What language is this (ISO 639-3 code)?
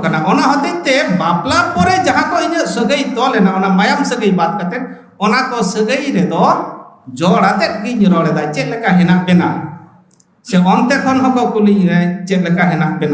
sat